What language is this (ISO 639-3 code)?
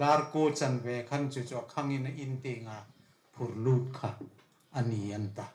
hmr